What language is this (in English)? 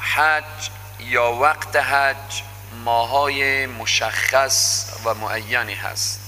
Persian